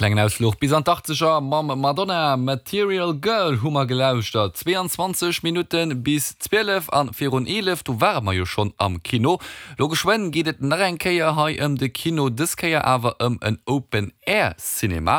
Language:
Luxembourgish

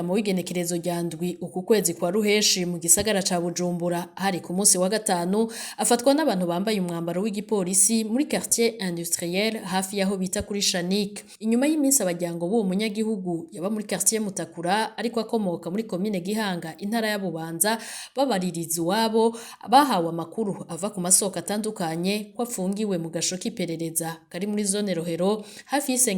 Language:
Rundi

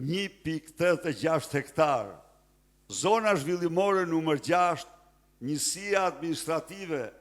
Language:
Albanian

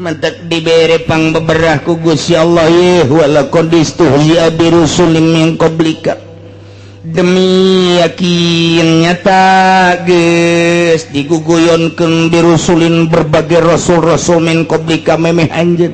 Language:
Sundanese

